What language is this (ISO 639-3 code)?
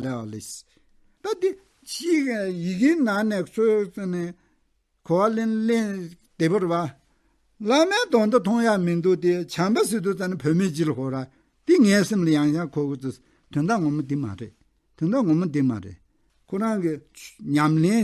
bod